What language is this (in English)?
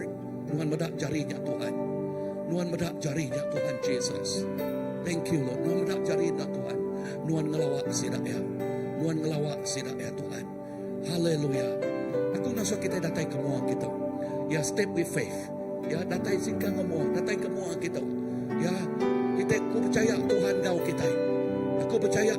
Iban